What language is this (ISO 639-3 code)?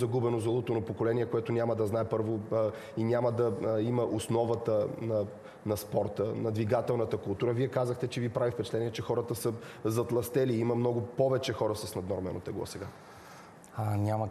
bul